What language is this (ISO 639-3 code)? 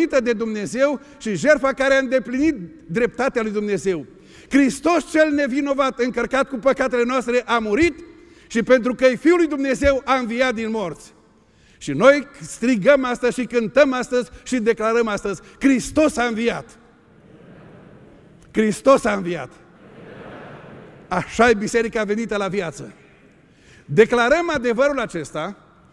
ron